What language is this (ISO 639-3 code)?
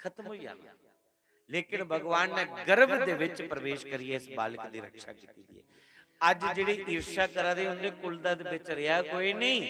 doi